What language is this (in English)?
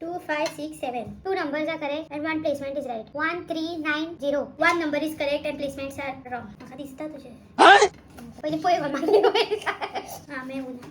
Konkani